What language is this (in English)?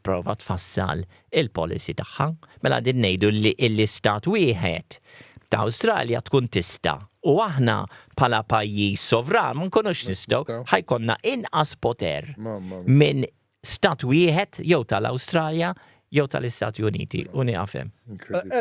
Maltese